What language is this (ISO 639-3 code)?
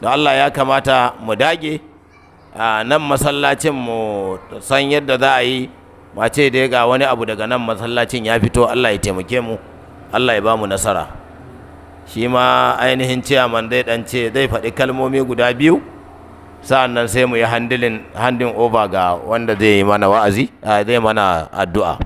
hau